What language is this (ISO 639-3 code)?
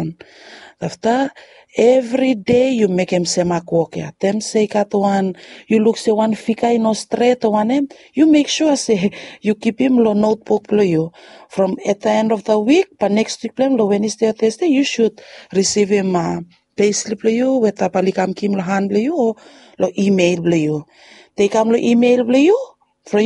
bis